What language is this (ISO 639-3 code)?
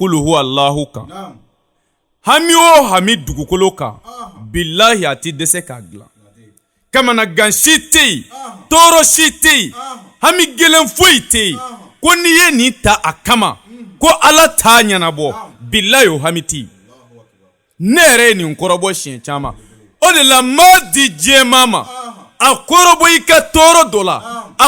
bam